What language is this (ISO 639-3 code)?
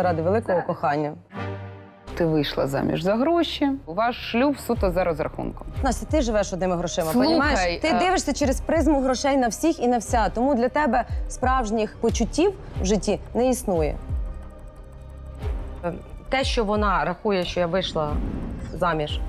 ukr